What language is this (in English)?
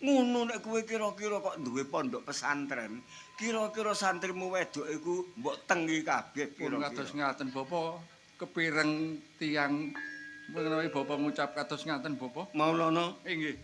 Javanese